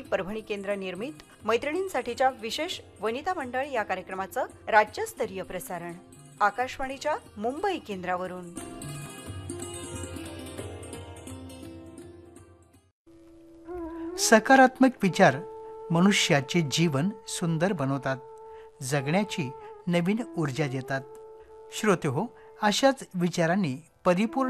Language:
Marathi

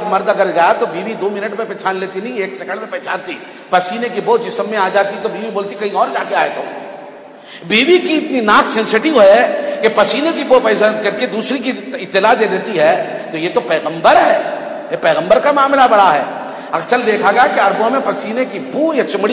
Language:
Urdu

